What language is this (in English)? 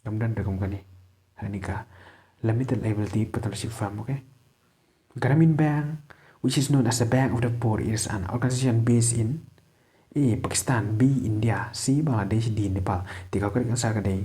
Khasi